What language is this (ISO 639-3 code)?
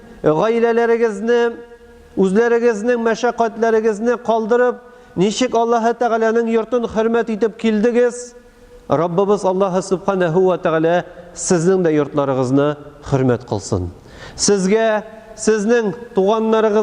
tat